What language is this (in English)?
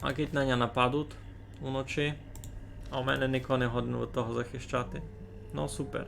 Rusyn